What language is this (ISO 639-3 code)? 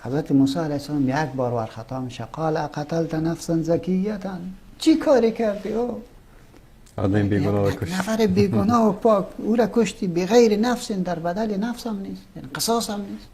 fas